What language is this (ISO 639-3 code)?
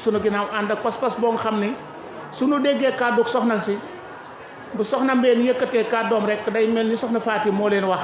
wol